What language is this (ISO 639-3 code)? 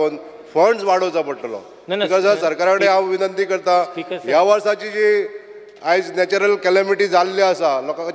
kok